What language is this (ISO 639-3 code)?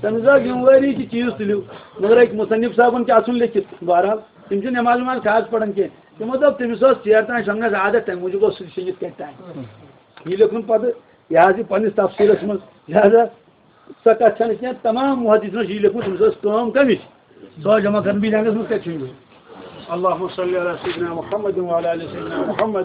kas